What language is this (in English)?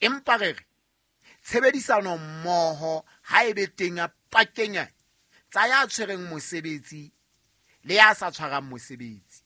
Southern Sotho